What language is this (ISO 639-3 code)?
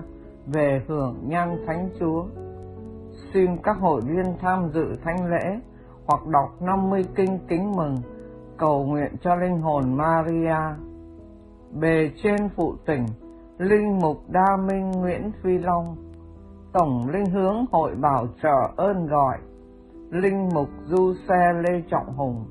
vie